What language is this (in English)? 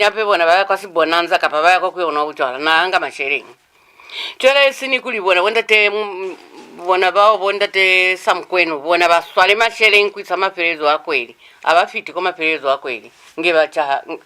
Lozi